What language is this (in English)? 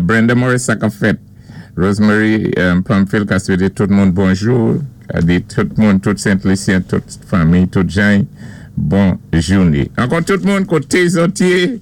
Saint Lucian Creole French